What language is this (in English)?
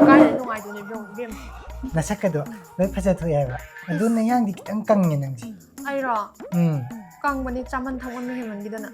Manipuri